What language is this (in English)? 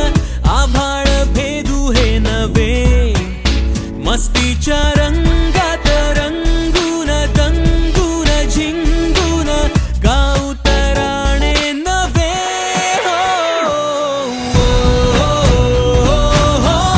Marathi